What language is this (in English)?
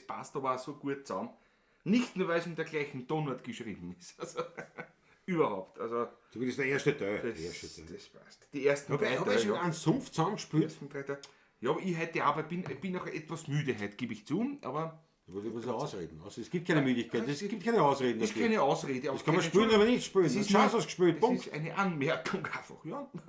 Bavarian